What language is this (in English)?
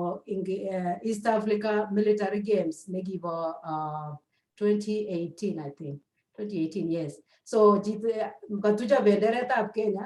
Kalenjin